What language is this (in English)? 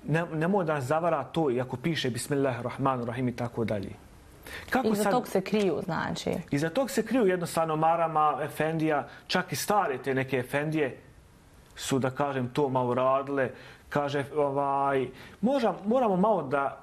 Bosnian